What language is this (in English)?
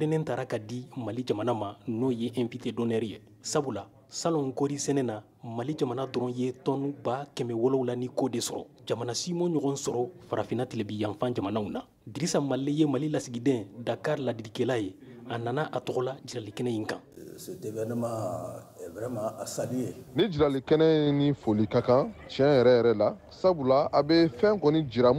Bambara